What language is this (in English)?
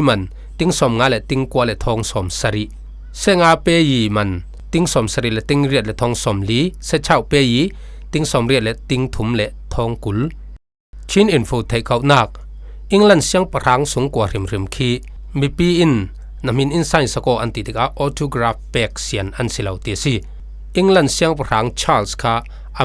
Falam Chin